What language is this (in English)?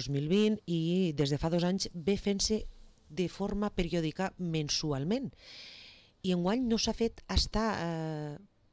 Catalan